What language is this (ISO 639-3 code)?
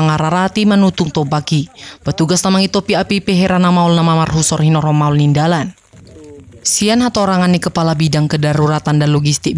bbc